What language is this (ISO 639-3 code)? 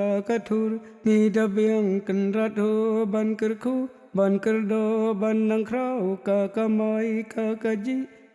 kha